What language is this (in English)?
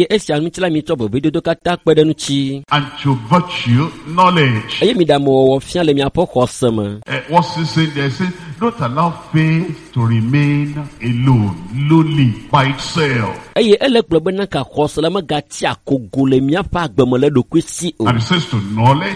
Ewe